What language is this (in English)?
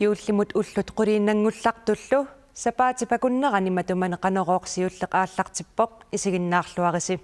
Kalaallisut